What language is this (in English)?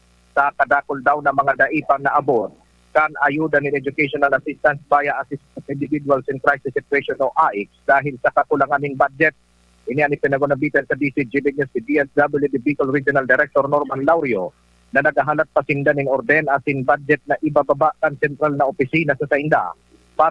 Bikol